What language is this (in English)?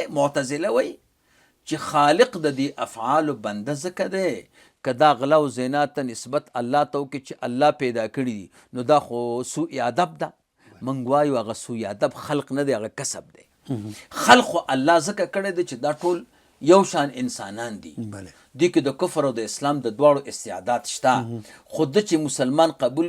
Pashto